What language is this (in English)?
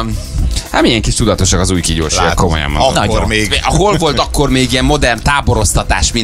Hungarian